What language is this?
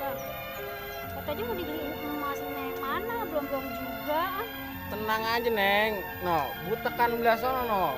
Betawi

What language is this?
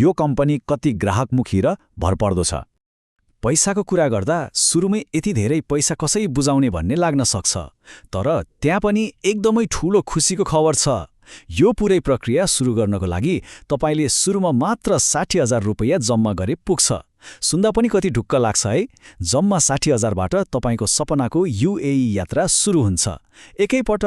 Nepali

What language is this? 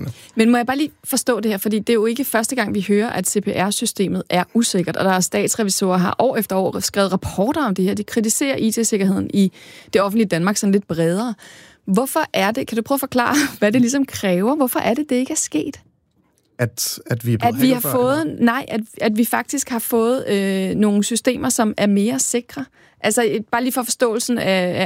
Danish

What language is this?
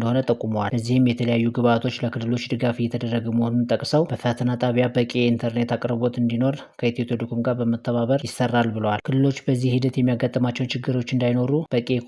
Amharic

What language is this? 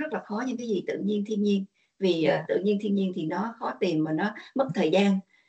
Vietnamese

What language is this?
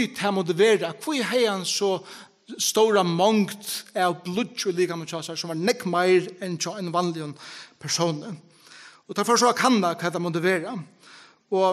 Faroese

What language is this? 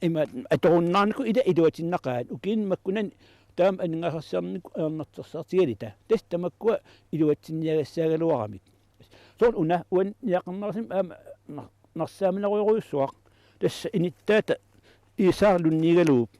Kalaallisut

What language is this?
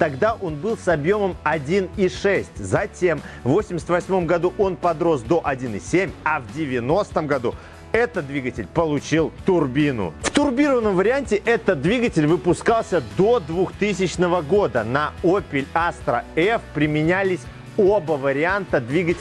Russian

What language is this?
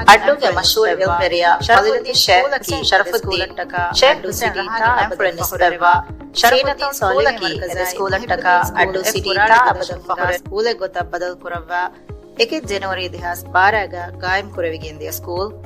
Divehi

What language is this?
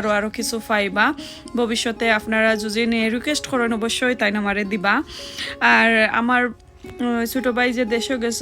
Sylheti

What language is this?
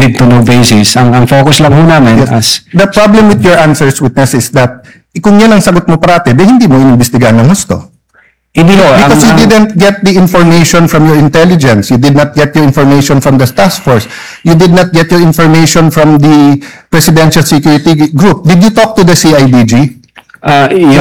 Filipino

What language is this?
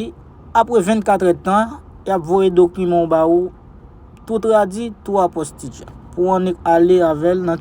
Haitian Creole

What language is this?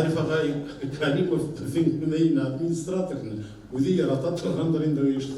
Bashkir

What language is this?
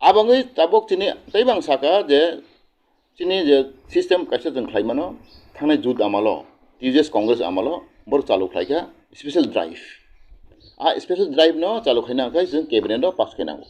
Kok Borok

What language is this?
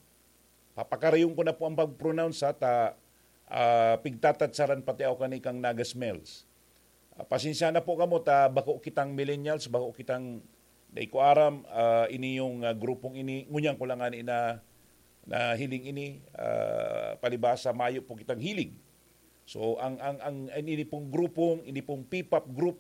Bikol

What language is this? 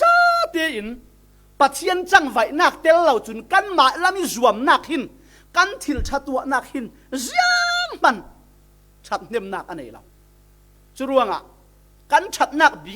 Falam Chin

